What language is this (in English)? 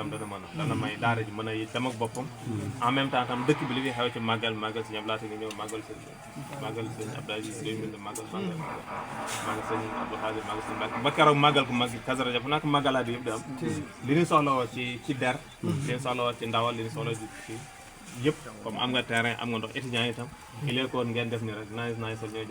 Wolof